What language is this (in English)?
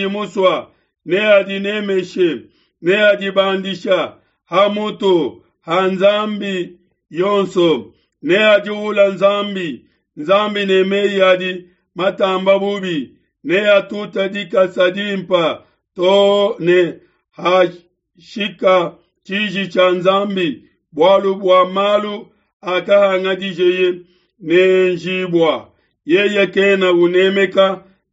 Luba-Lulua